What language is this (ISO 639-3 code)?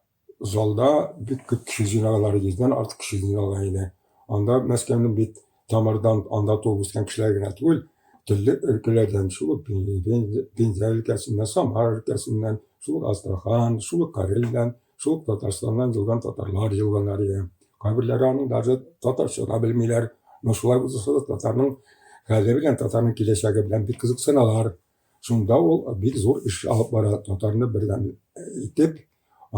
tat